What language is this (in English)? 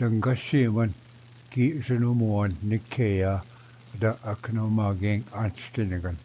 Ojibwa